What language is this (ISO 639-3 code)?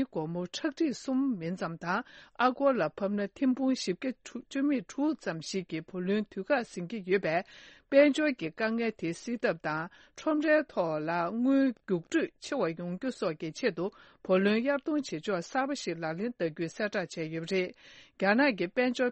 bod